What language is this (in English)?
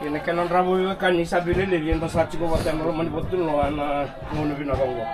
Fijian